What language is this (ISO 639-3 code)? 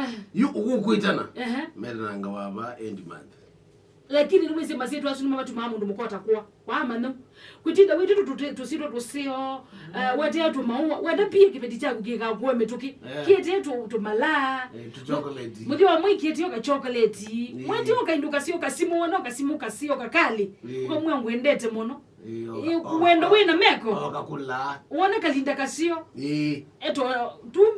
kam